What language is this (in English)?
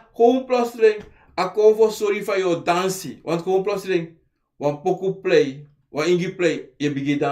Sranan Tongo